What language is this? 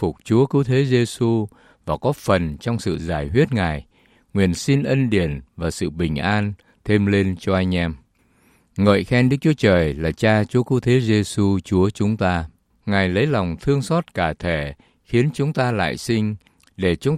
Vietnamese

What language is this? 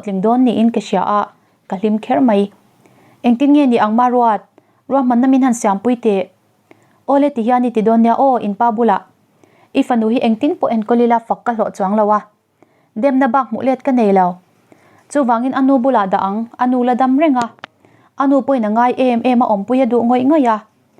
Mizo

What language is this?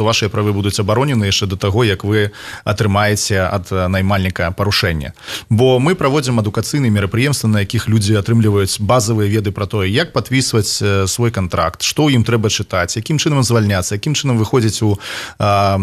Belarusian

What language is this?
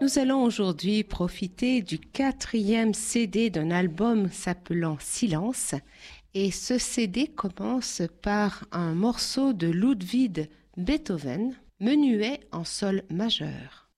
French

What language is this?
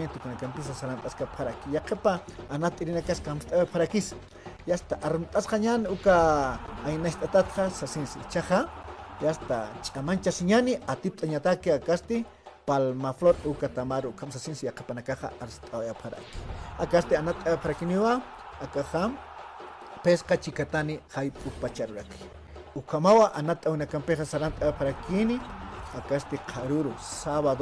Aymara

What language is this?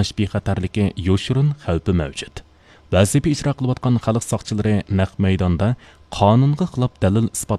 Uyghur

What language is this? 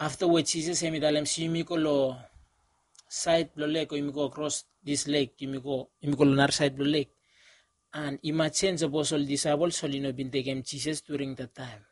Bislama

